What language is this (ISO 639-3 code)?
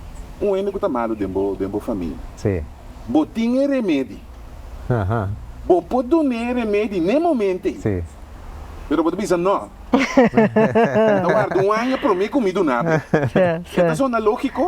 pap